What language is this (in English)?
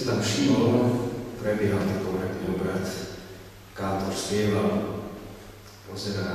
Slovak